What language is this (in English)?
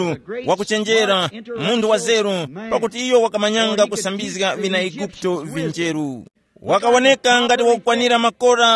Tumbuka